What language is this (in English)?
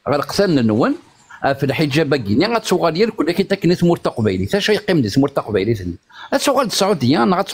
Kabyle